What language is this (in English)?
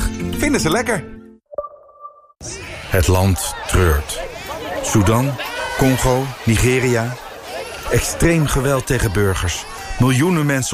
Dutch